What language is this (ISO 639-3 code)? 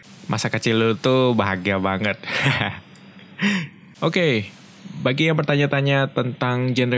ind